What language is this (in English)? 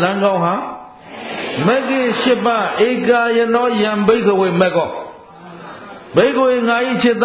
Burmese